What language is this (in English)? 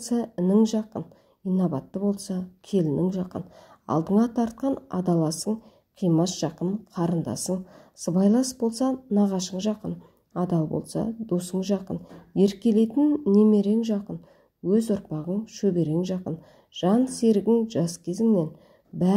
Kazakh